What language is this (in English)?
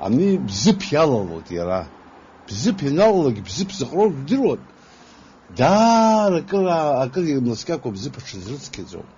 Abkhazian